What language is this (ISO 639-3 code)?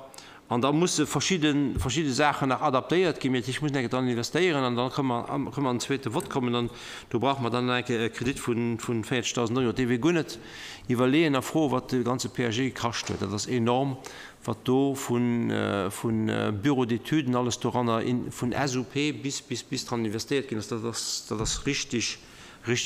ltz